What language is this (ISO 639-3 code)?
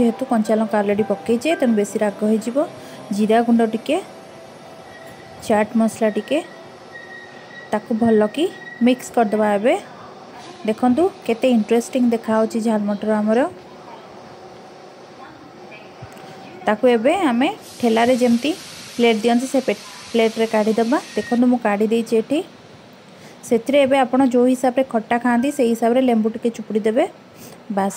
ori